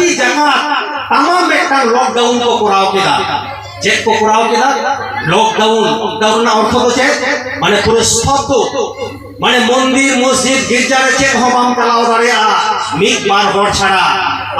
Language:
Santali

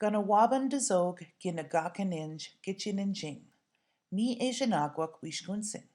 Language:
Chippewa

